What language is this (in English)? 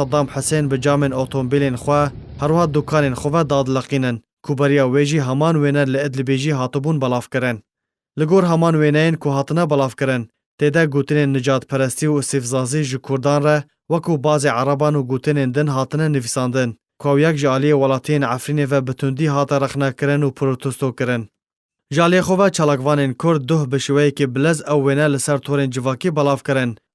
Kurdish